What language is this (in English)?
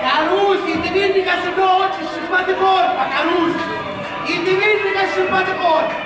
Sicilian